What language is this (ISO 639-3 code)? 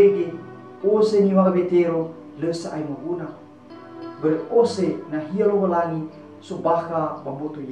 nia